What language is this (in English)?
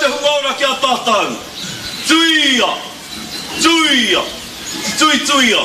Māori